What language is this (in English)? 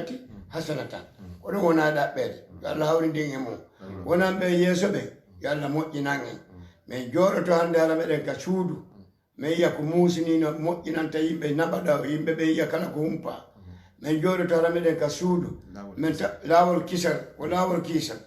Fula